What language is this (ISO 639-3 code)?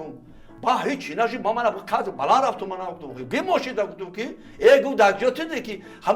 tgk